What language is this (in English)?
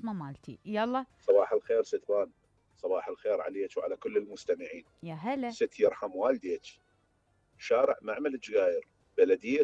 Mesopotamian Arabic